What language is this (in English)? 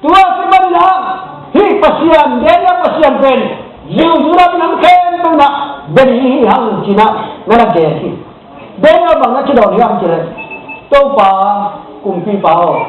Tedim Chin